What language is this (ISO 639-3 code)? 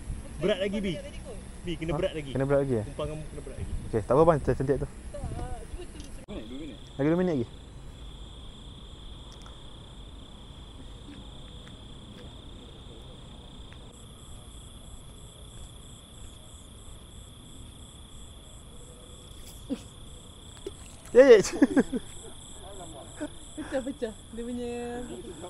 msa